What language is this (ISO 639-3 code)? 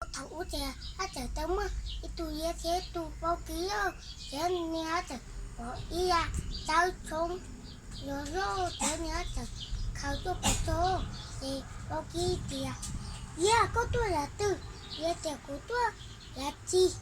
hmn